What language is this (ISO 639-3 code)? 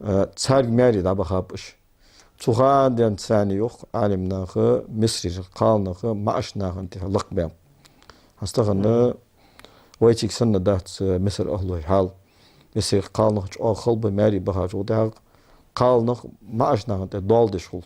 inh